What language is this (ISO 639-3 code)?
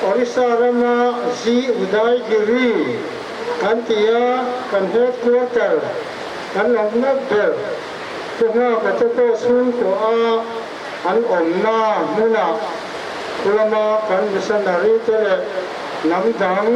lus